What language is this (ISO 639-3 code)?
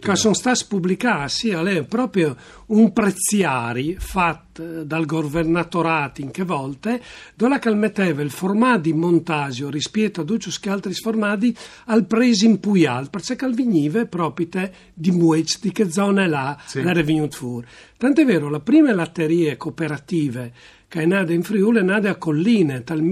fur